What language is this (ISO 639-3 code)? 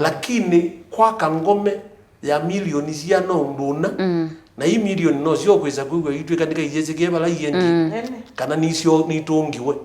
kam